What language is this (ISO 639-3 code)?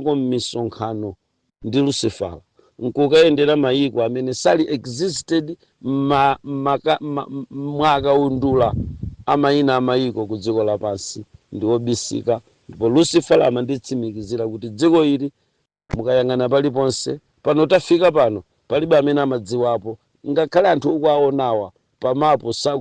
nya